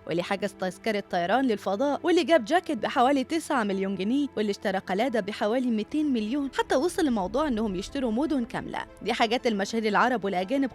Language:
Egyptian Arabic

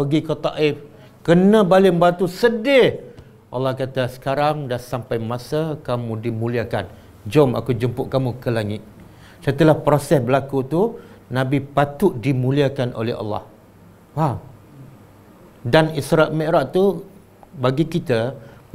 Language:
Malay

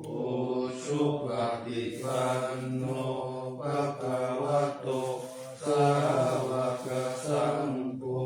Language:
Pali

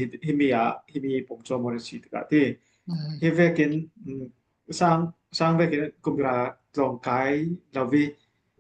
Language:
Falam Chin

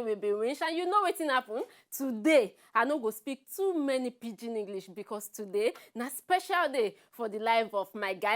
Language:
Nigerian Pidgin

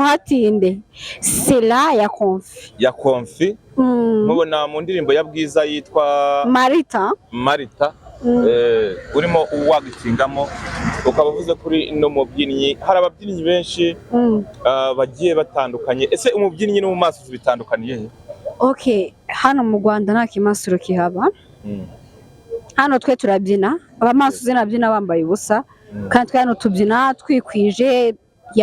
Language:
Kinyarwanda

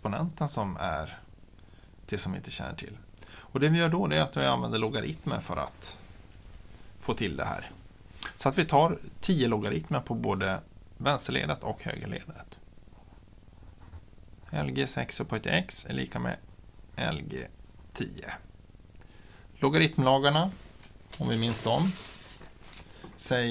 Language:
Swedish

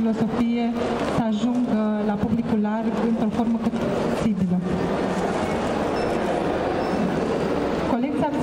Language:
Romanian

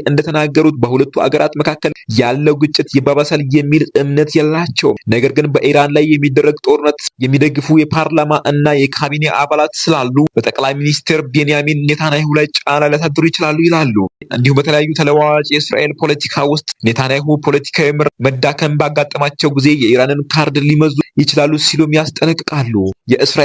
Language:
Amharic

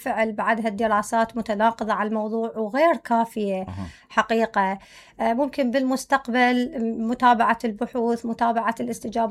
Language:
Mesopotamian Arabic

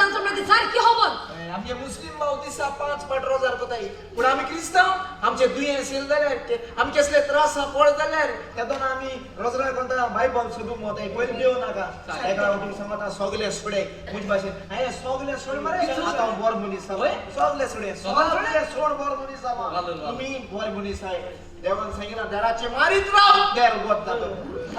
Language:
Konkani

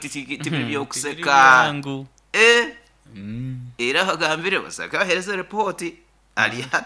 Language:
Nyoro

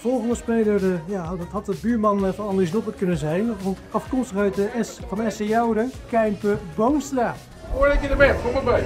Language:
Western Frisian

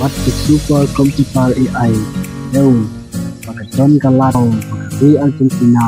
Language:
Khasi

